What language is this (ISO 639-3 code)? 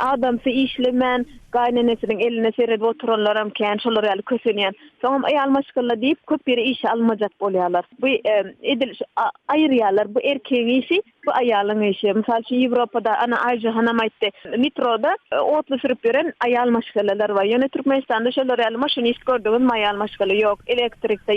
tuk